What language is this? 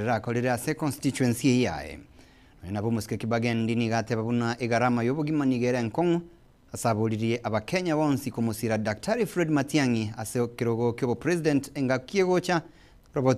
Gusii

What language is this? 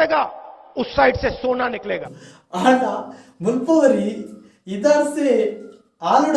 Tulu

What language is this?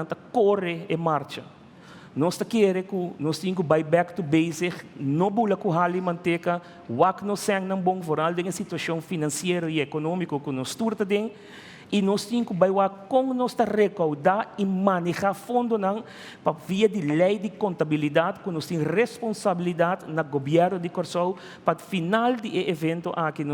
Papiamento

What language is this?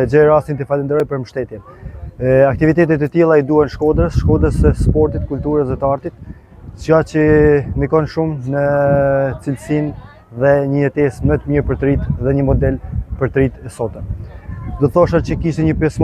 Albanian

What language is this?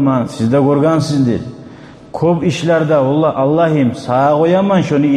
Kumyk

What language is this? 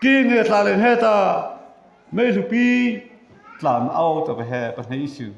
Mara Chin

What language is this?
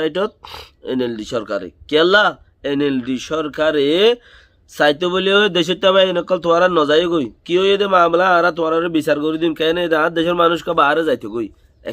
Rohingya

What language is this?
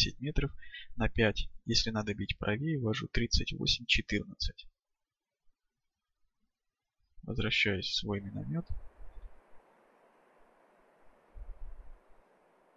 Russian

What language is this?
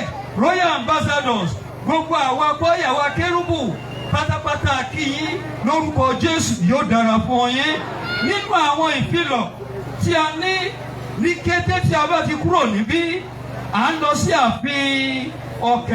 Yoruba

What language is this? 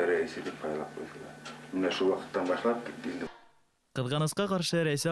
Bashkir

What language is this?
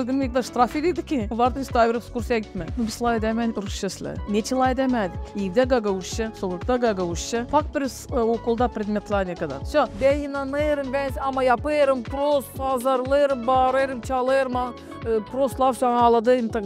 Gagauz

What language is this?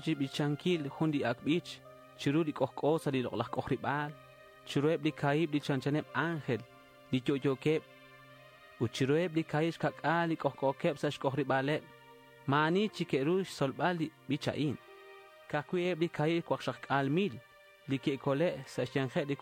Kekchí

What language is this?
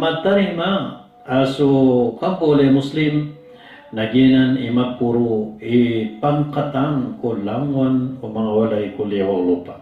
Maranao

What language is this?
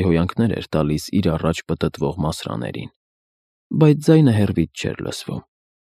Armenian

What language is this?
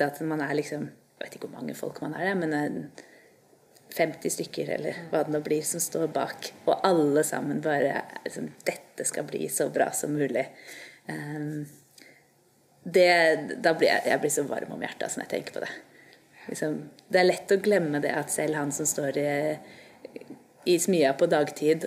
Norwegian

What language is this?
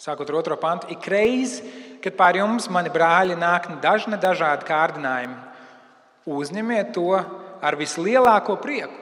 Latvian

